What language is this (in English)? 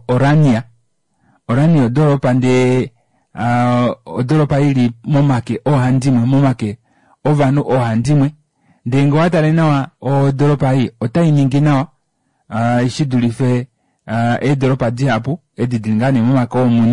Kuanyama